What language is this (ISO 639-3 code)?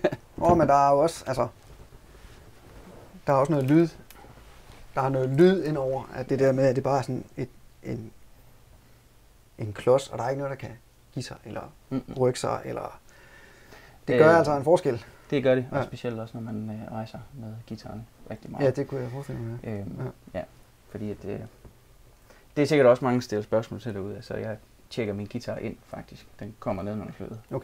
dan